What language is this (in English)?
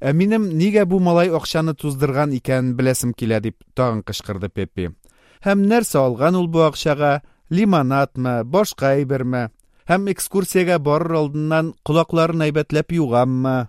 Tatar